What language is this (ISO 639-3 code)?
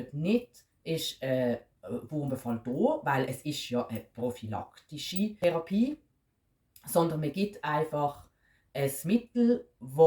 gsw